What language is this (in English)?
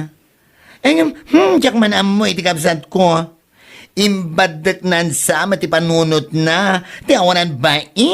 Iloko